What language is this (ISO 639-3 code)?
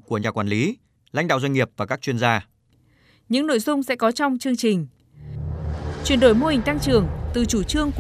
vie